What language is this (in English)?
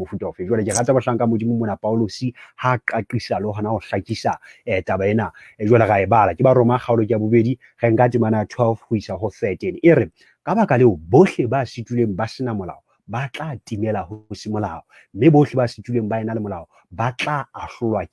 Southern Sotho